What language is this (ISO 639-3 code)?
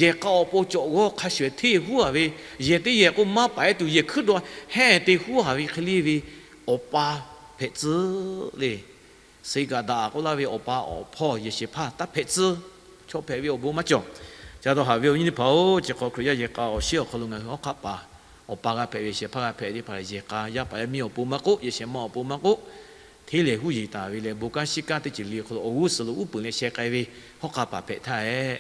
lhu